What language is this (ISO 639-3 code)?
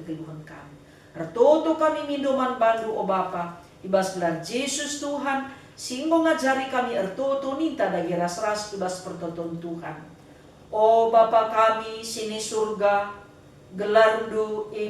btx